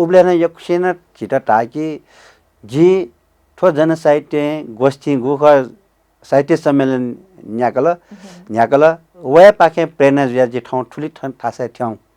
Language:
Newari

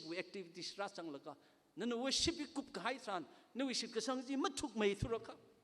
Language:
Tangkhul Naga (India)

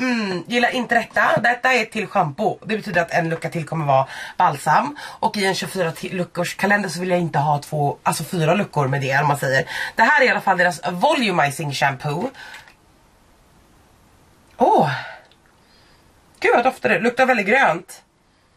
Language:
Swedish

